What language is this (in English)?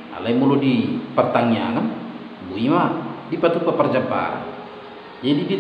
Batak Toba